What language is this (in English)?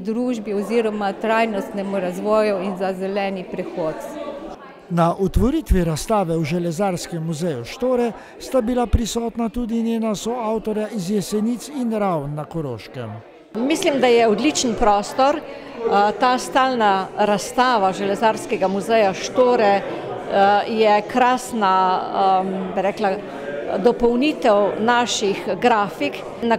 Slovenian